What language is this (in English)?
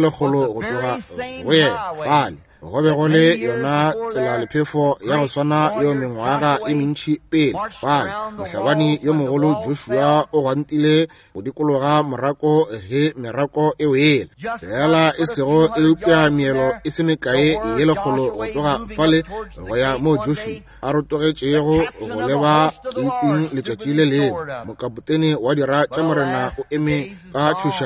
Northern Sotho